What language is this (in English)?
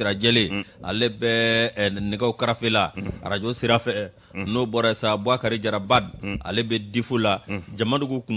Bambara